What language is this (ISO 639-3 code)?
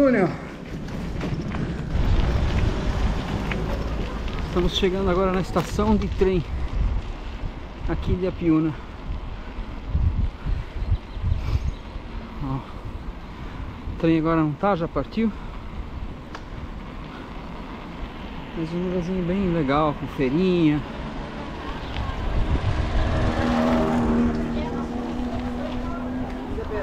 por